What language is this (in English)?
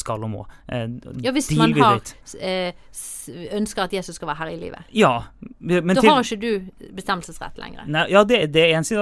Norwegian